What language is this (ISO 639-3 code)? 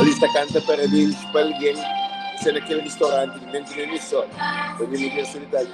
kea